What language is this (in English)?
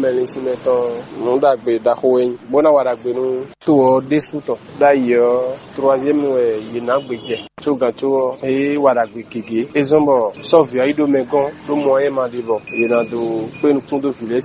Fon